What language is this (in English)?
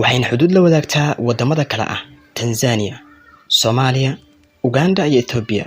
Somali